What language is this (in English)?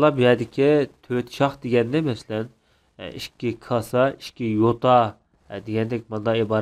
Uyghur